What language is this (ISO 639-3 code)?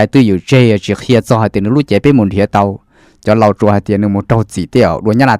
hmn